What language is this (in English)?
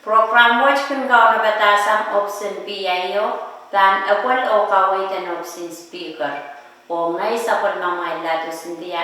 Pohnpeian